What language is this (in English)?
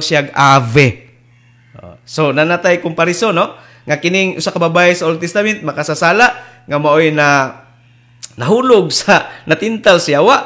Cebuano